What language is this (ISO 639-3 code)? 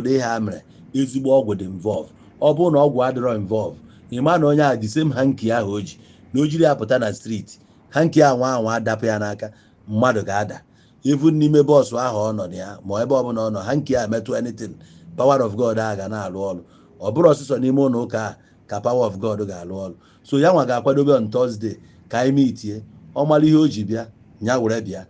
ibo